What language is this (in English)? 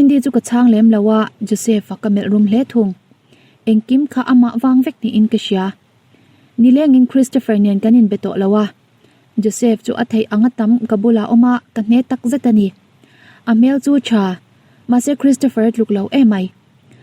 Mizo